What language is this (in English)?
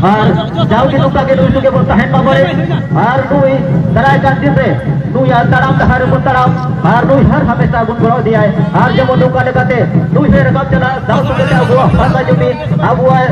Santali